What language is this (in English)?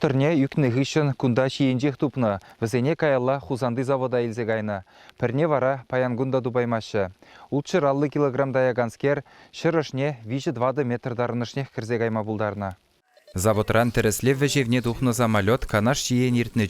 Chuvash